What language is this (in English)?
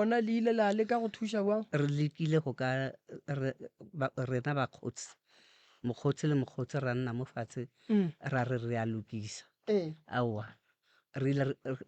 Northern Sotho